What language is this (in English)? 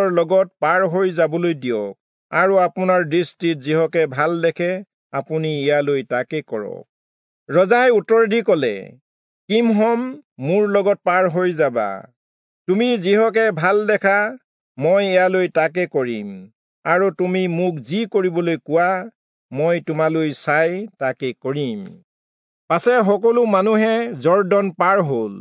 Assamese